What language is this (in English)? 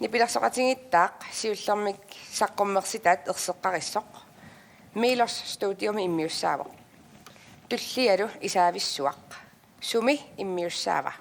Kalaallisut